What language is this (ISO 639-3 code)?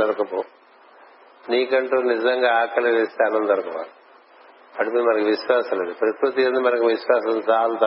tel